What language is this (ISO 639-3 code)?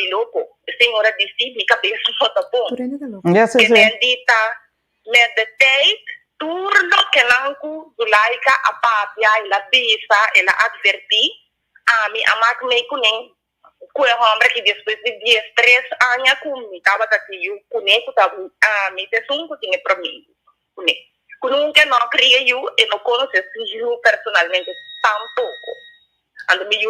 pap